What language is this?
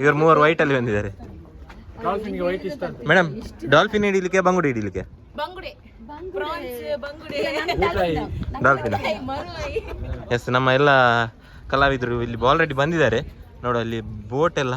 Tulu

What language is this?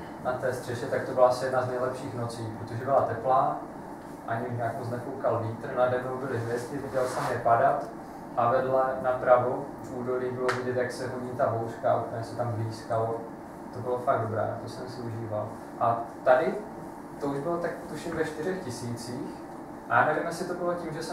Czech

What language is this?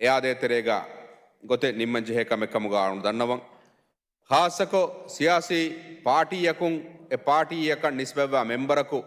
Divehi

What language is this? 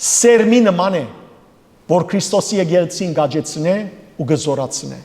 Western Armenian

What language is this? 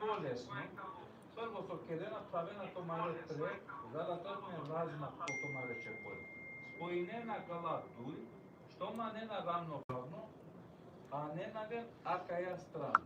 Balkan Romani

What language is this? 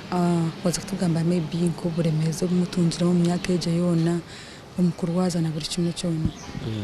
Nyankole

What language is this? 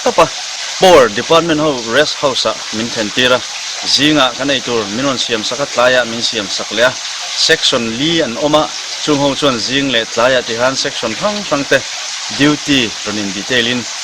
Mizo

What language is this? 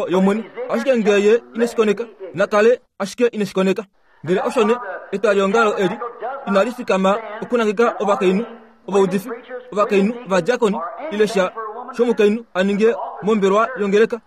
Kuanyama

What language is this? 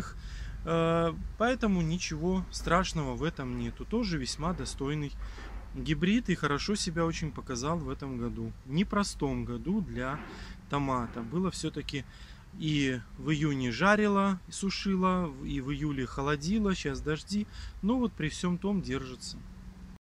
Russian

